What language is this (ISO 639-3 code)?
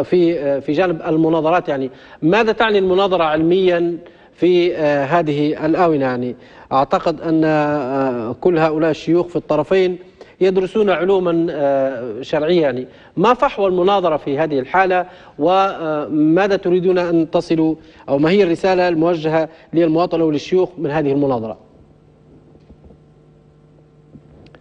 ara